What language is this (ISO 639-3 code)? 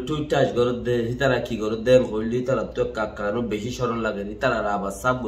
rhg